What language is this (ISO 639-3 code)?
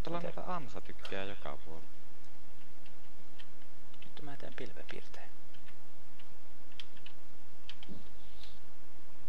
fin